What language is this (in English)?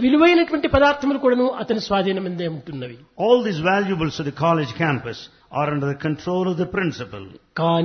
Telugu